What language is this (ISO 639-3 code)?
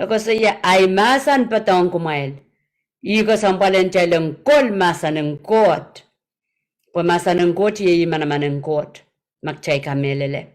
pon